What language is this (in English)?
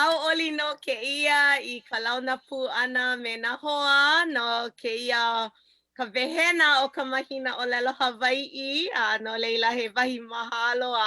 Hawaiian